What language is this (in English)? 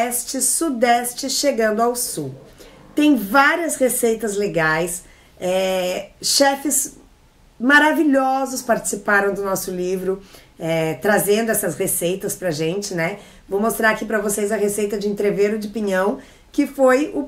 Portuguese